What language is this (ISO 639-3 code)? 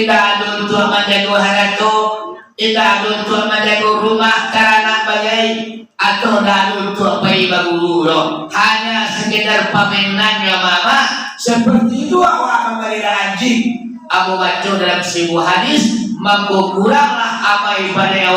min